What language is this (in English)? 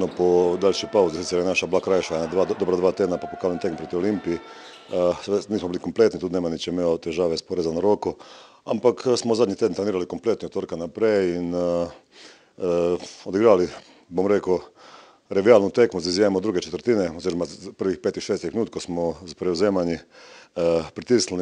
Slovenian